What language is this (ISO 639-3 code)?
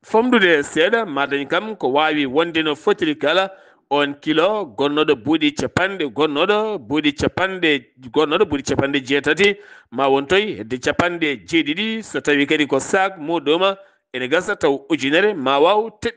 ful